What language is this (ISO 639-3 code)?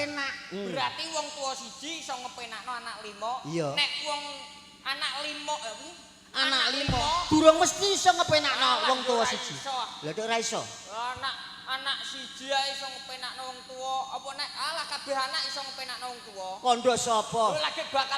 jav